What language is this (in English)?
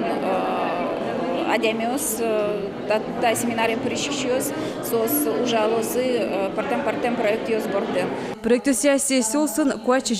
Udmurt